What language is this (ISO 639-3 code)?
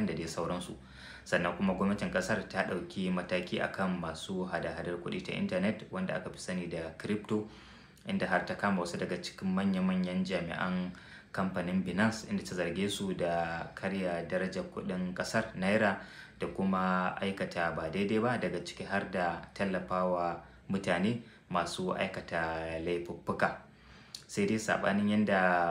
hau